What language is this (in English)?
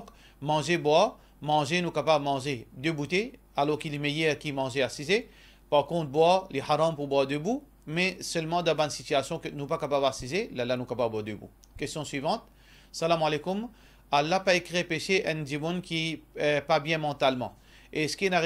Morisyen